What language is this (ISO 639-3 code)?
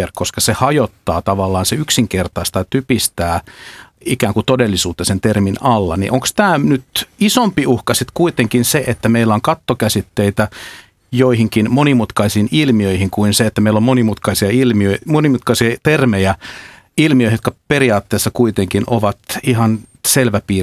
fin